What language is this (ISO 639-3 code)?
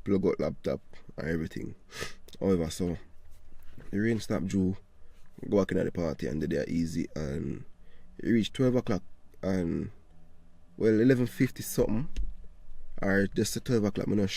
jam